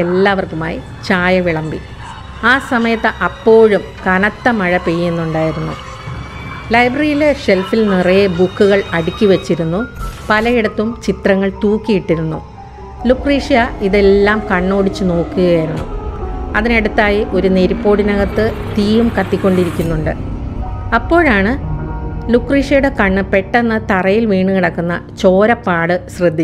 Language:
Malayalam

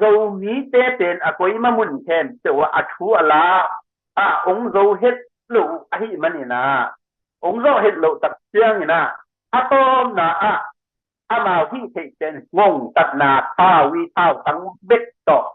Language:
Tedim Chin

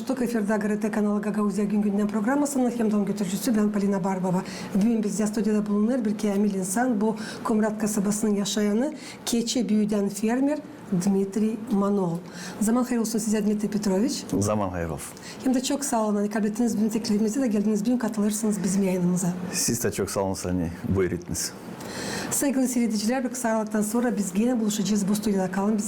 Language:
Gagauz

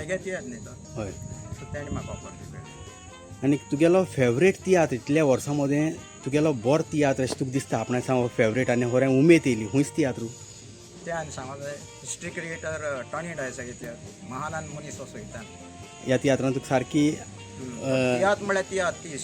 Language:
Konkani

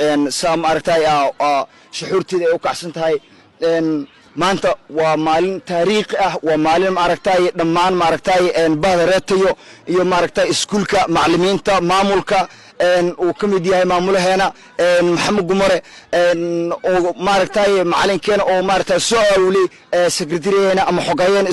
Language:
Somali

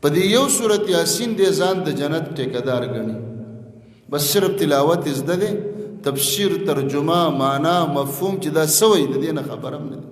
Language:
Pashto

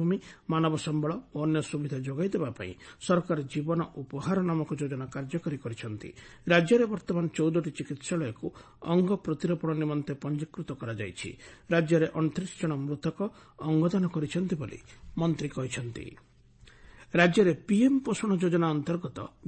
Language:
Odia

